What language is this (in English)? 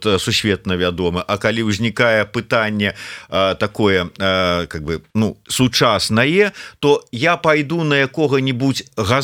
Belarusian